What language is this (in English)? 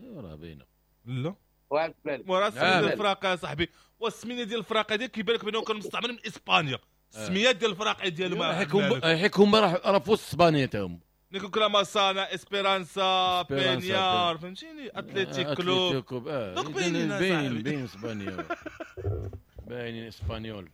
Moroccan Arabic